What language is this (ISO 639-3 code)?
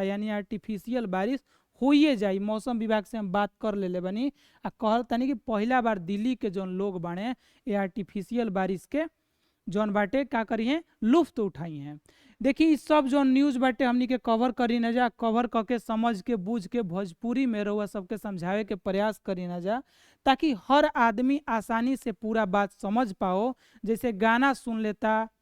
bho